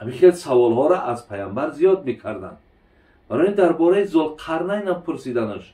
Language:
Tajik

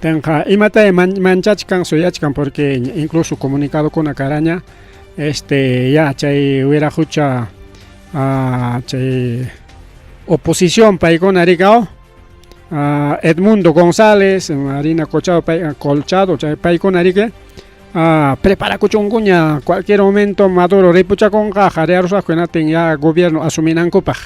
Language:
Ayacucho Quechua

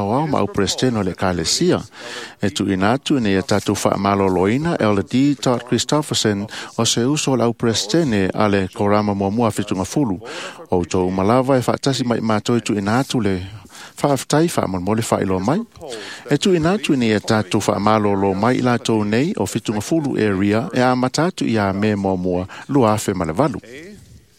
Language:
Samoan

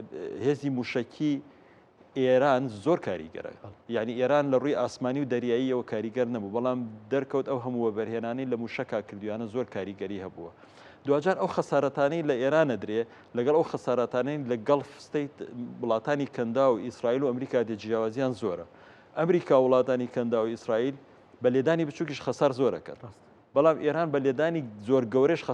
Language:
Central Kurdish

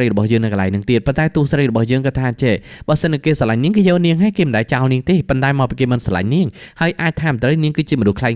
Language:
Khmer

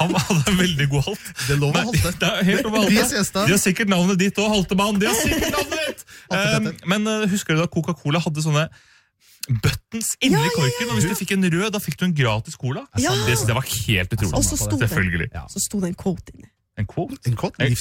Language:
Norwegian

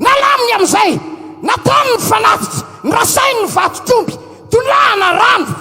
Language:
Malagasy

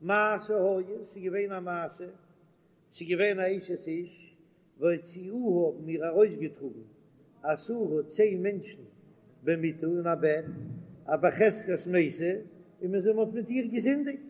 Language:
Yiddish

